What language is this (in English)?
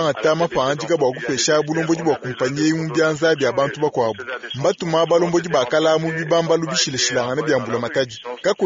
Luba-Lulua